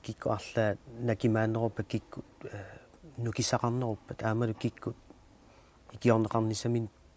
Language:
Kalaallisut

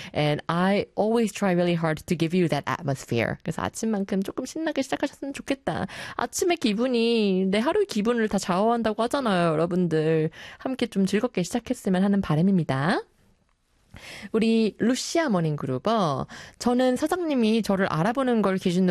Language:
Korean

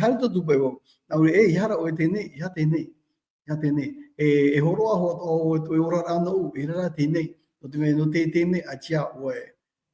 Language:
Tahitian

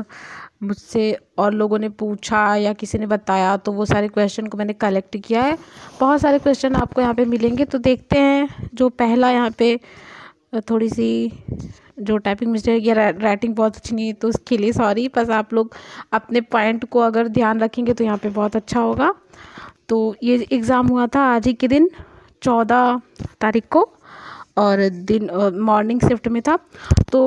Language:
Hindi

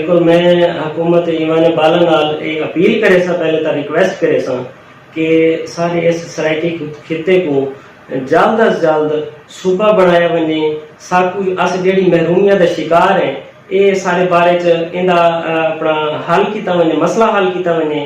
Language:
Saraiki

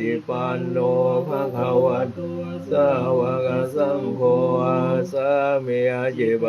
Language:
Pali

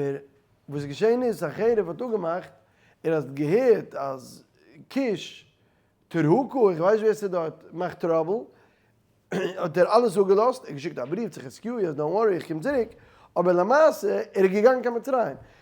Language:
Yiddish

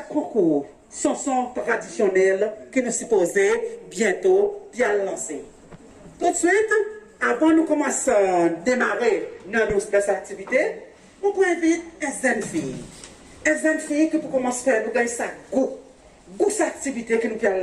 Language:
Seselwa Creole French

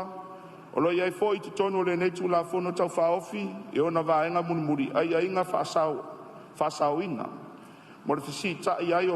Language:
Samoan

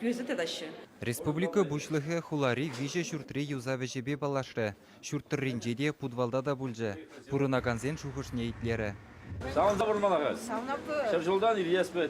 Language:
Chuvash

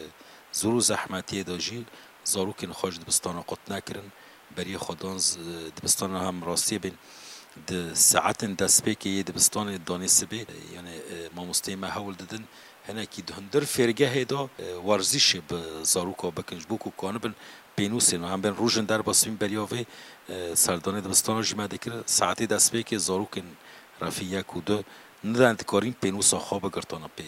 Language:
Kurdish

